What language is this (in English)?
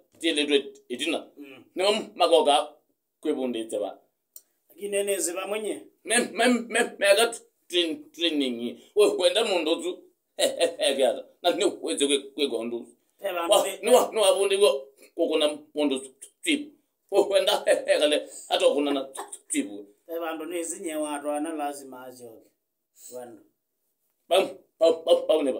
Kamba